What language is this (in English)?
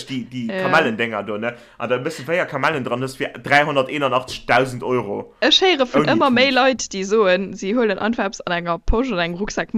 Luxembourgish